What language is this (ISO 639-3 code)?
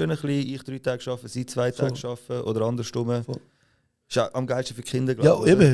gsw